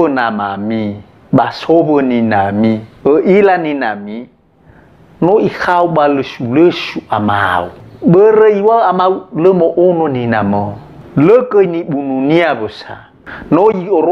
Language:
Nias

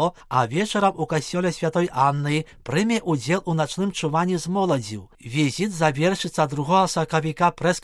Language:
Belarusian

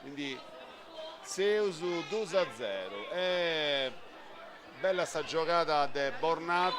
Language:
Sardinian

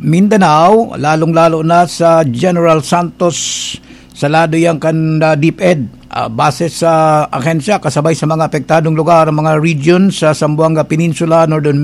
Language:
Bikol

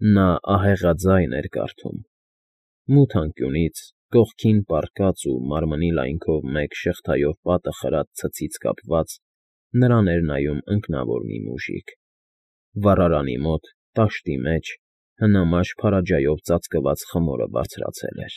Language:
Armenian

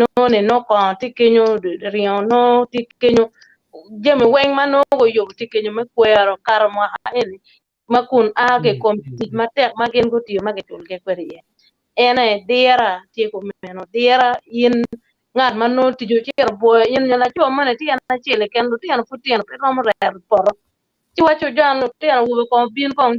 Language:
Acoli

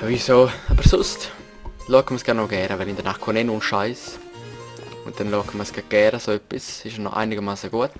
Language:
Swiss German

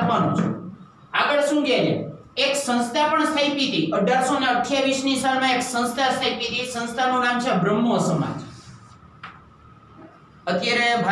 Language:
Gujarati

